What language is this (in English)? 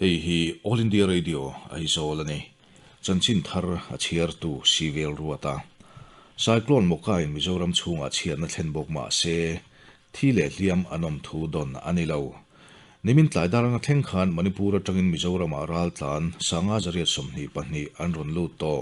Mizo